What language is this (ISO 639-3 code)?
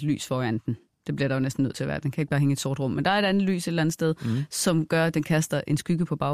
dan